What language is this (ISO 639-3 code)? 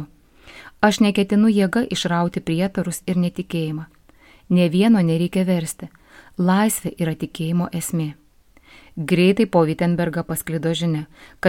lit